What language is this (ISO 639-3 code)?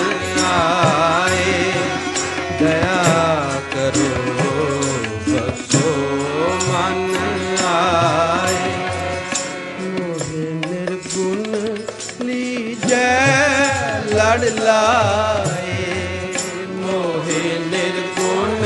pan